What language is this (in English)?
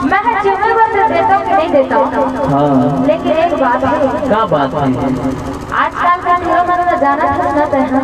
Chhattisgarhi